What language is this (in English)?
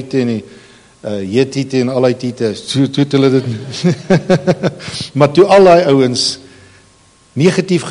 Afrikaans